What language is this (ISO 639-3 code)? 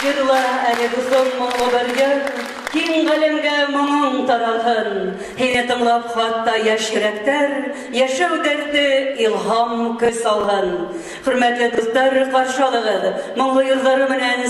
bak